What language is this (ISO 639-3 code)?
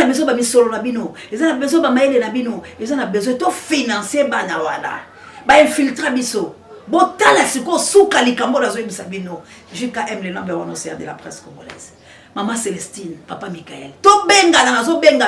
lin